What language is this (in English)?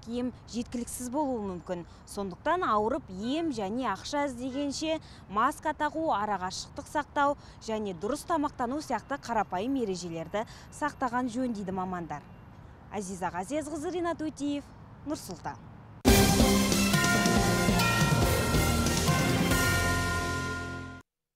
Kazakh